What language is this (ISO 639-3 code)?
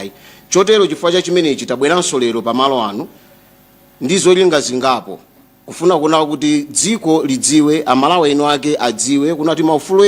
nya